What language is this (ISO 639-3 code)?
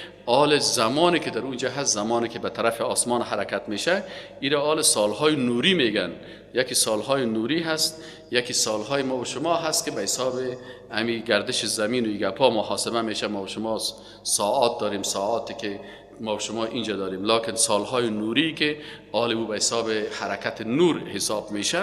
fas